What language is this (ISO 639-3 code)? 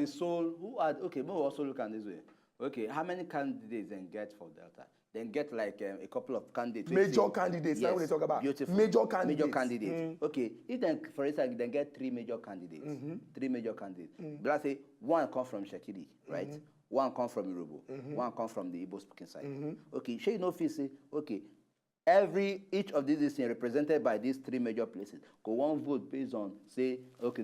pcm